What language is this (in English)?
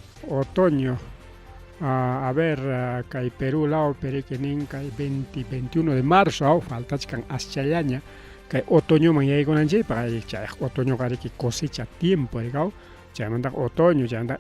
Ayacucho Quechua